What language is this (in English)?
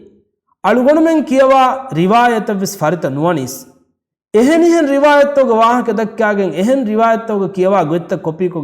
Divehi